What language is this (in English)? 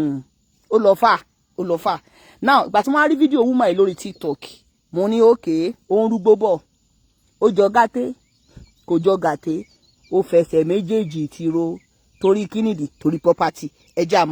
Yoruba